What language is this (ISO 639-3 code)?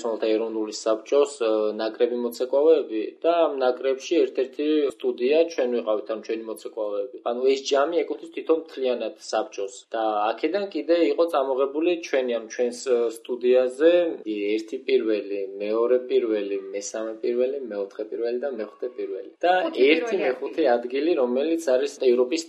kat